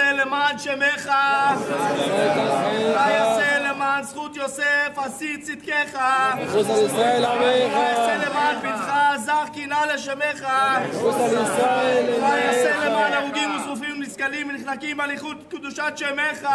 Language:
Hebrew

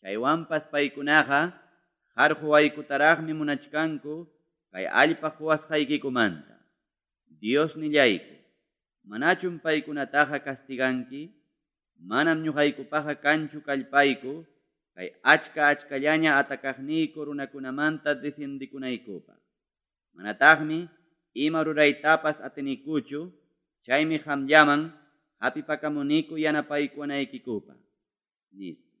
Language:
Ayacucho Quechua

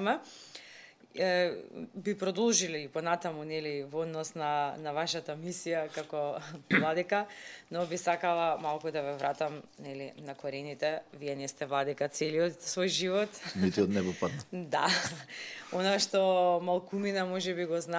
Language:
Macedonian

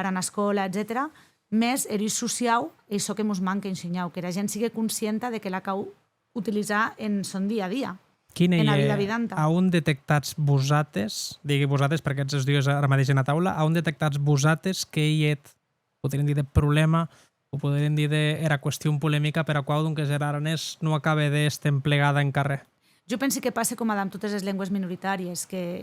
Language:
Occitan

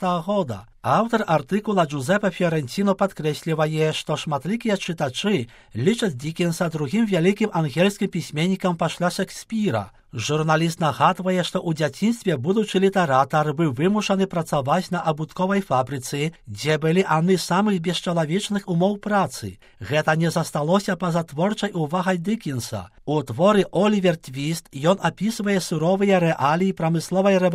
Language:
Belarusian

